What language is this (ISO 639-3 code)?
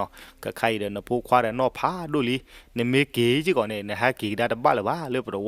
ksw